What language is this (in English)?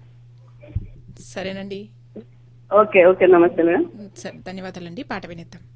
Telugu